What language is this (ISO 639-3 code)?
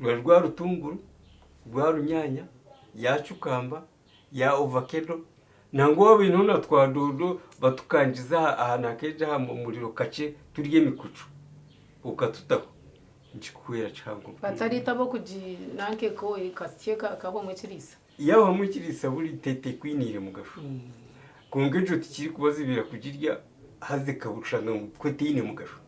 nyn